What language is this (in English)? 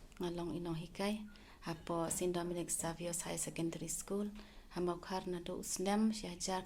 Khasi